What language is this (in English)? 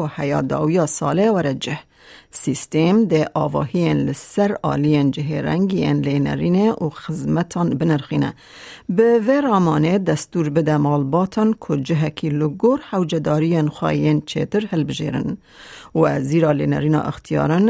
Kurdish